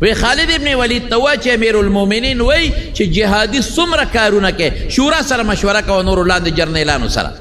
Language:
Pashto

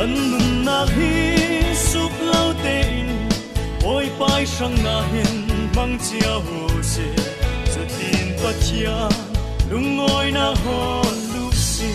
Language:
Falam Chin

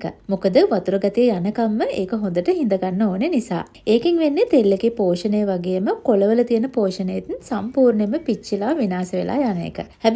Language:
Sinhala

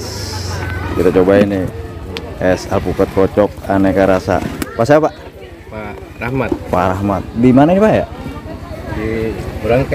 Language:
Betawi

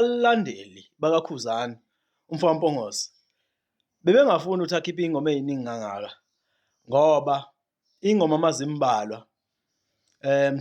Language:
Zulu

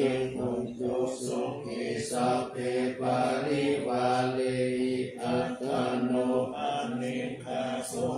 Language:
Pali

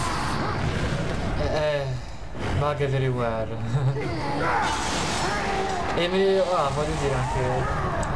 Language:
Italian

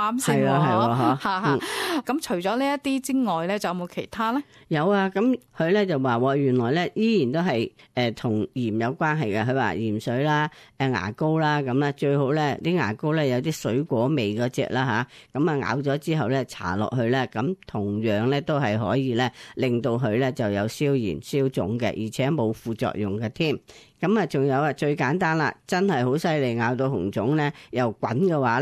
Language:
Cantonese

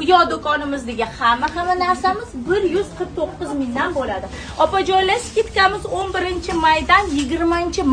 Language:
Uzbek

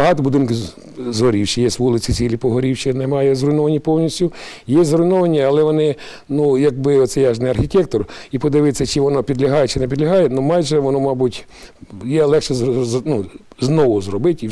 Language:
Ukrainian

